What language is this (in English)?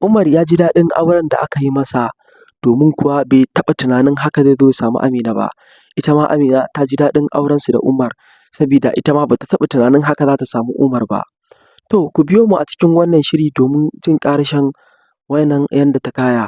Hausa